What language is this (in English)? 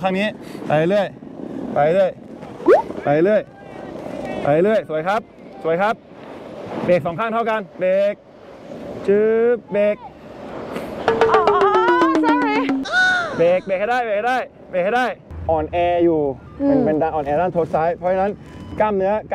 Thai